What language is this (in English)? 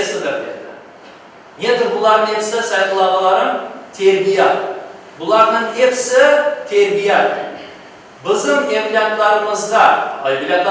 Crimean Tatar